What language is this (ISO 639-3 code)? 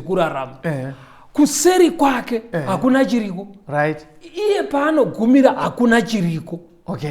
sna